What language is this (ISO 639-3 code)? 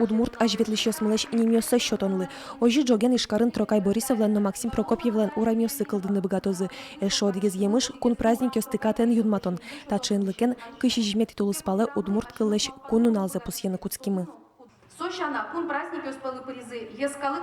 udm